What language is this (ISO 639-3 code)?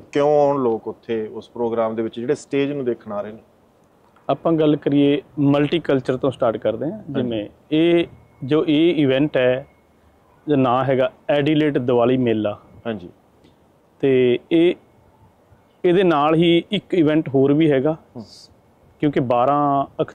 pan